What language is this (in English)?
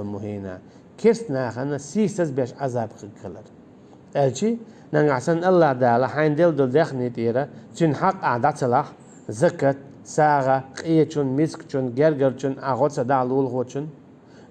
Chechen